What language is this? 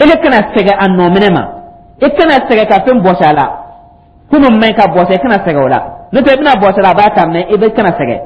Dyula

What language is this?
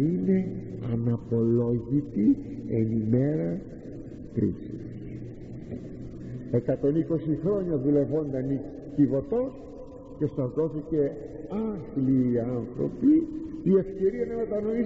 Greek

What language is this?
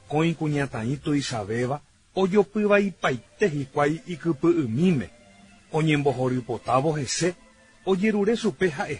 Guarani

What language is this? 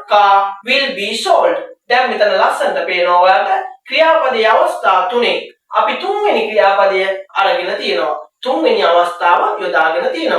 Sinhala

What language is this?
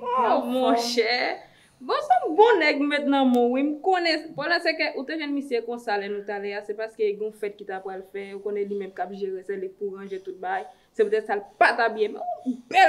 Haitian Creole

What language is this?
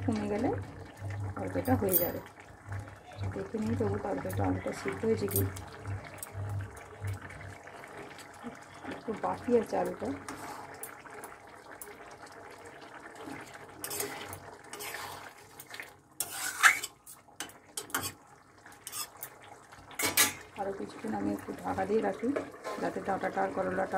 Bangla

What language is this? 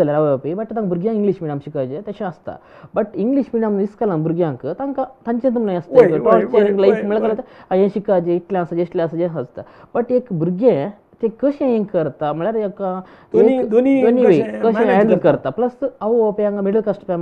Konkani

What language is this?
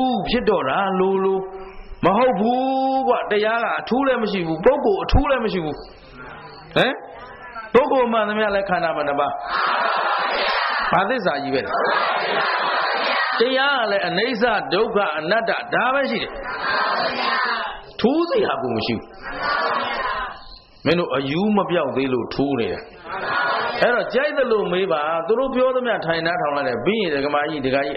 Burmese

